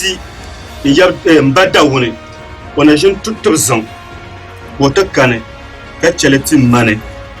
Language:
Dagbani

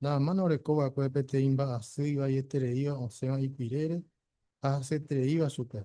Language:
Guarani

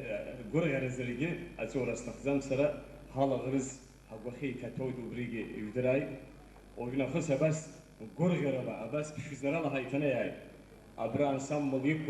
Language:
Abkhazian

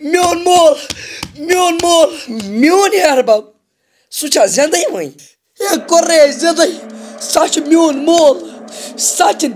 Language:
Kashmiri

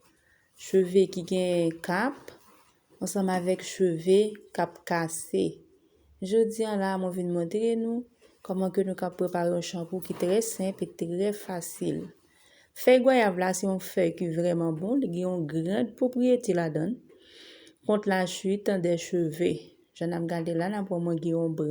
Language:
Haitian Creole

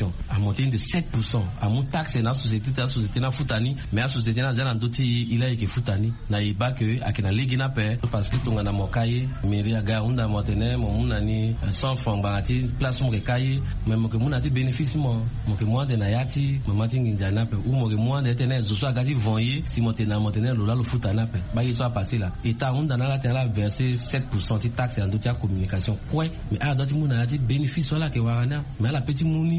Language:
Sango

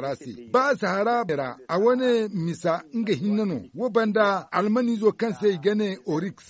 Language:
Zarma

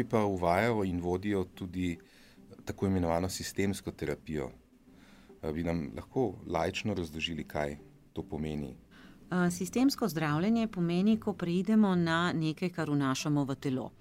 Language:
Slovenian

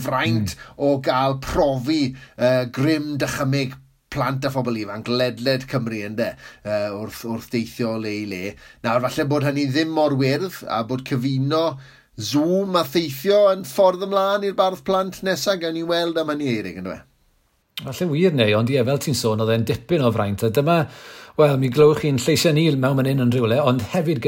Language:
Welsh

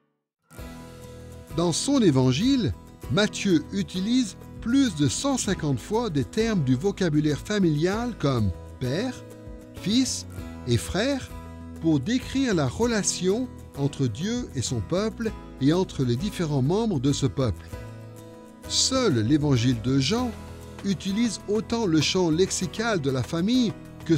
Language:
French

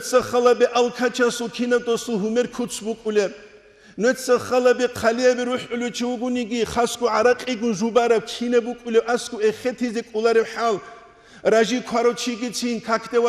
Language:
Avaric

